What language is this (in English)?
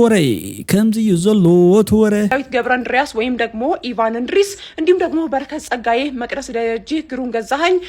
Tigrinya